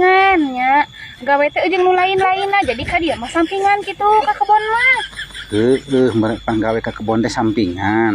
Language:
Sundanese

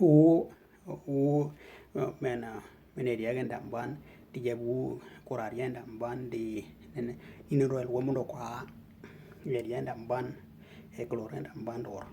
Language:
Western Dani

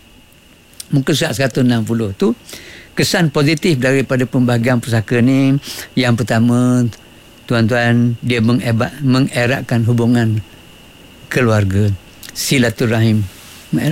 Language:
Malay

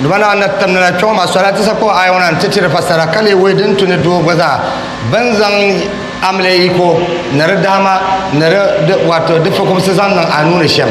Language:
Dagbani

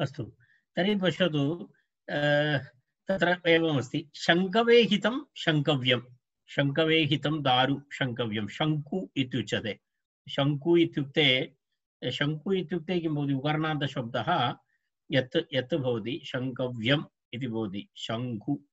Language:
Sanskrit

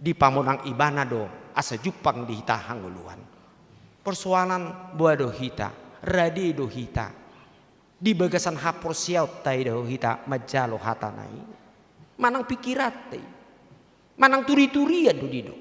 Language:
Batak Toba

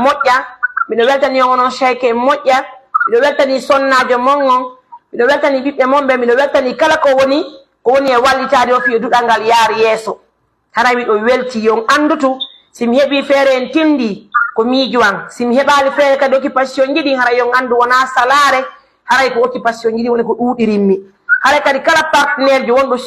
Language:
Pular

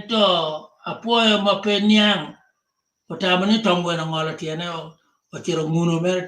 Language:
Acoli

